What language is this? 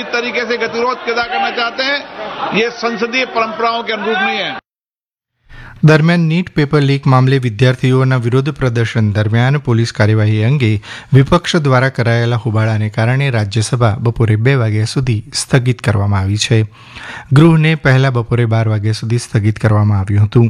Gujarati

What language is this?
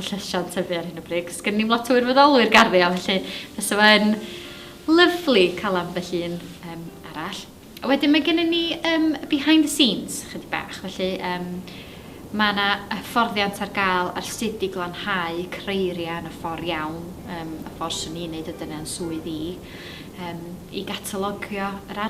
Welsh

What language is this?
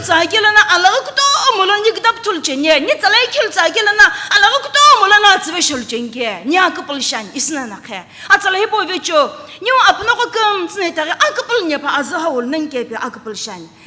Sumi Naga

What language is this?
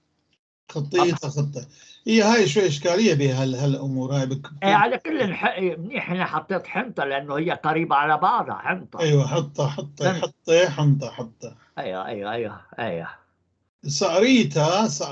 North Levantine Arabic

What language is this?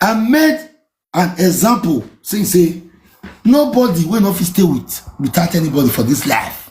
Nigerian Pidgin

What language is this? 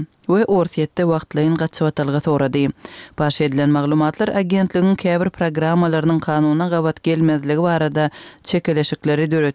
Kyrgyz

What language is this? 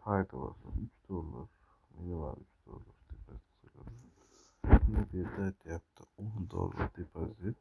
Uzbek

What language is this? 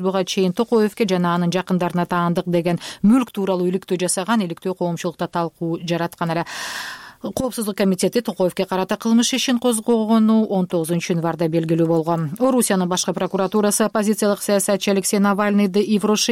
Kyrgyz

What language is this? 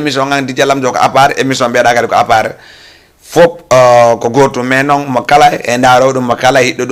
Fula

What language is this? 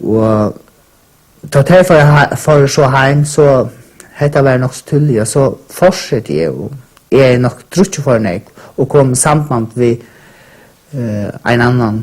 Faroese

